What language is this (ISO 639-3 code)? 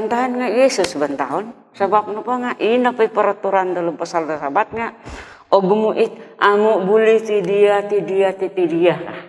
dtp